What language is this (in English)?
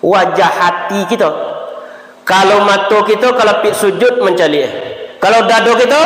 Minangkabau